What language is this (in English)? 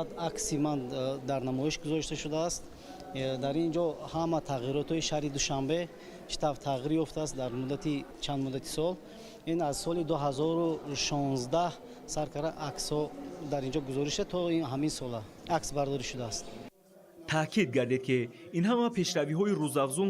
Tajik